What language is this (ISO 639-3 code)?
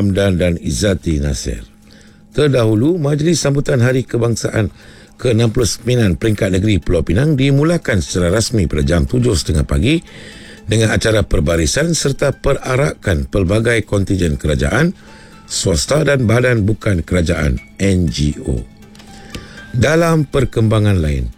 msa